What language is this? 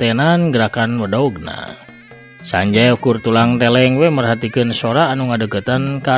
Sundanese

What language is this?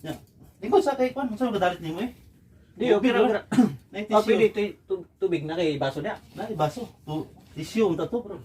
Cebuano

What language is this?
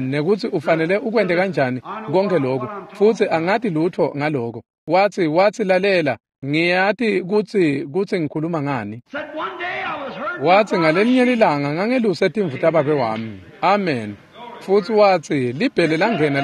Swati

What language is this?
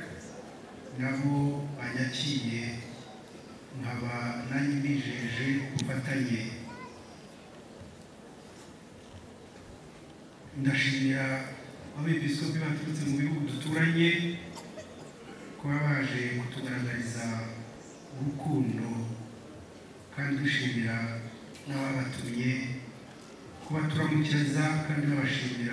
Kinyarwanda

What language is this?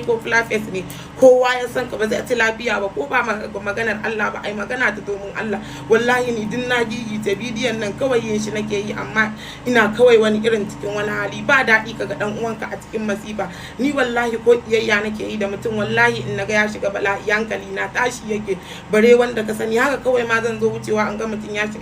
Hausa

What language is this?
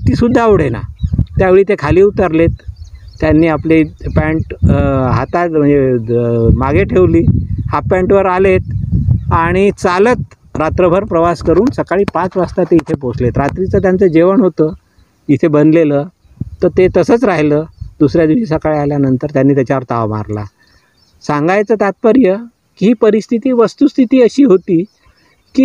Marathi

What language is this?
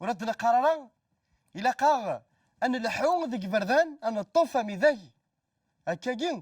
Kabyle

